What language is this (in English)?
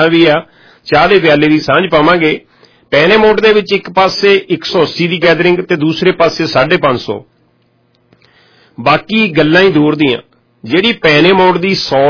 Punjabi